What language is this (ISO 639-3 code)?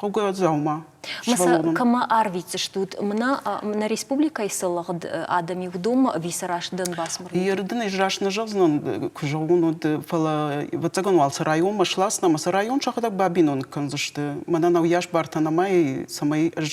oss